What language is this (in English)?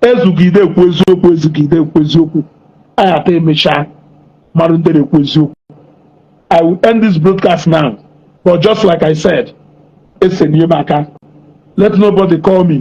Igbo